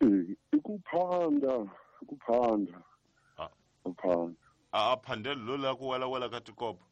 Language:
Tsonga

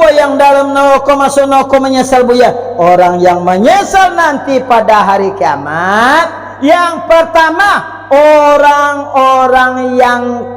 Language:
Minangkabau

